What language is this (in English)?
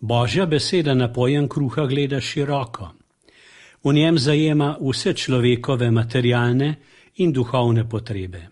Slovenian